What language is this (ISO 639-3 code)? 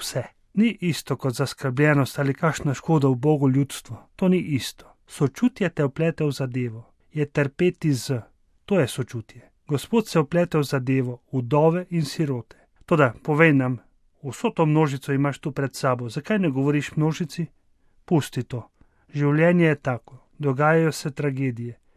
slv